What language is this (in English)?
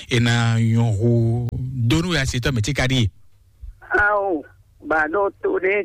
Fon